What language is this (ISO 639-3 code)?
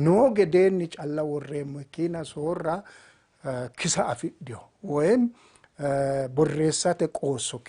sid